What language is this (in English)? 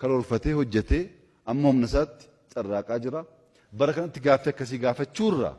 Oromo